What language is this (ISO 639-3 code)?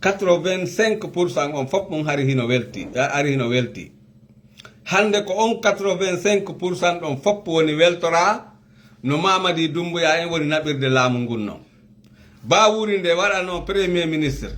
ful